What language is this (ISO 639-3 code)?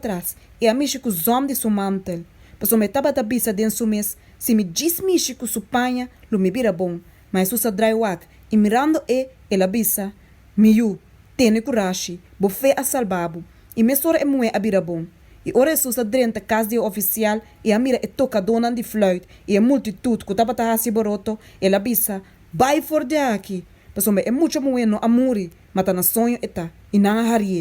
pap